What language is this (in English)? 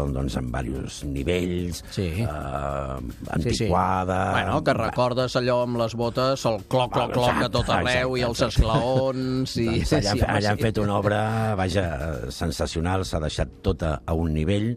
Catalan